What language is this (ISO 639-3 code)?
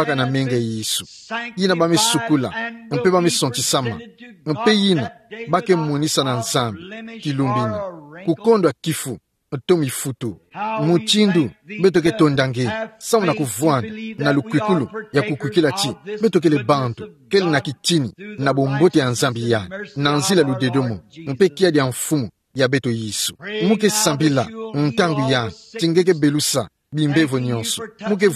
ktu